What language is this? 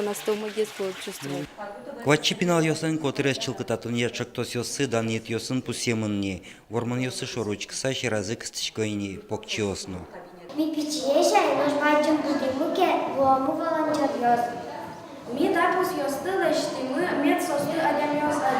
Udmurt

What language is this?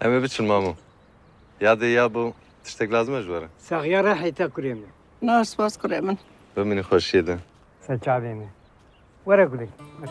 Kurdish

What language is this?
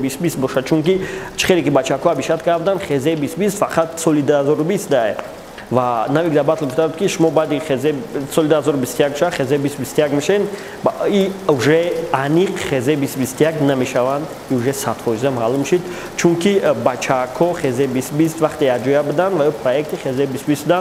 Tajik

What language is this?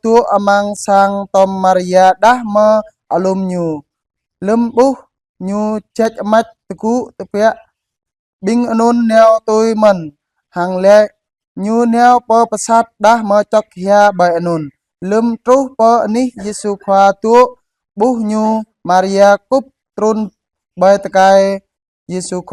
Jarai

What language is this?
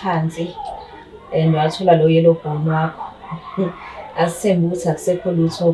Zulu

